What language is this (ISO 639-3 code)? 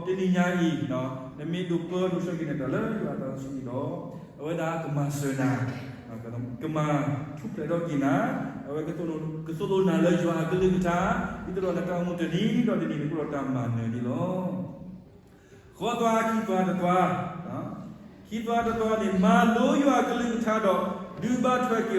ksw